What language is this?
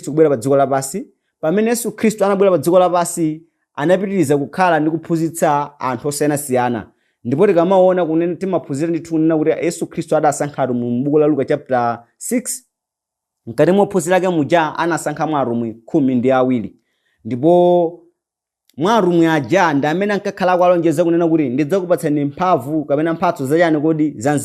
Nyanja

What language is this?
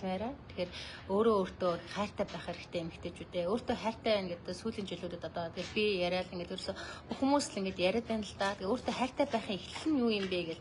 Mongolian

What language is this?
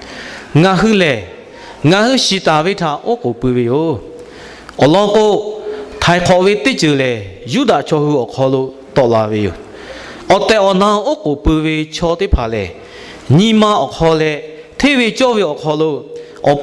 Lahu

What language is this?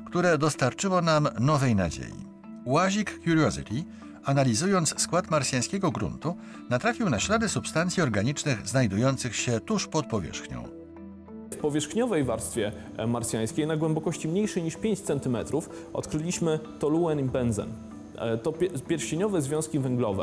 Polish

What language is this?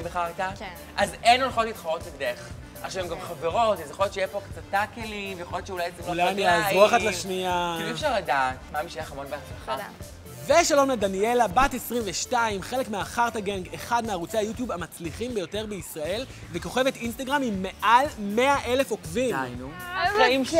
Hebrew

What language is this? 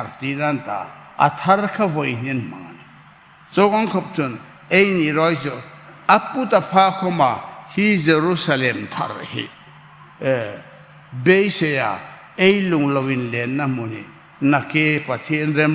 Hmar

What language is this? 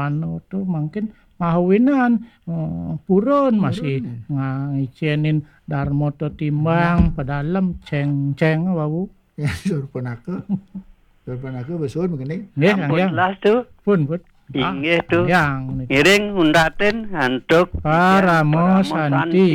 Balinese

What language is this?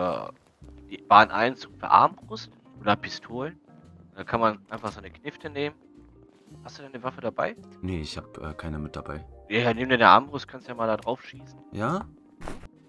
German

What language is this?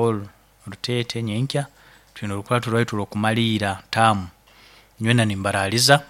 Nyoro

